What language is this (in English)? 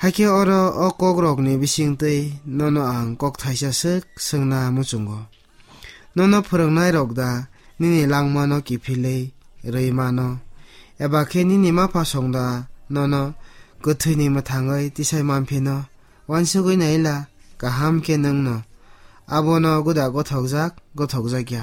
Kok Borok